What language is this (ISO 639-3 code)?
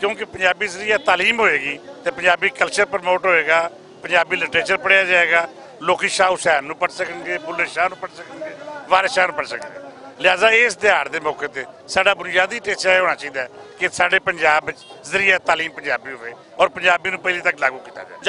lah